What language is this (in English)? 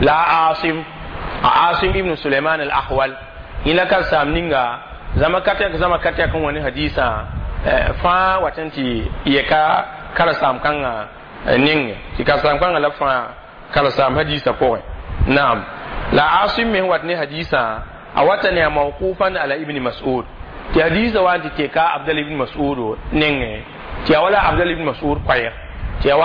Mossi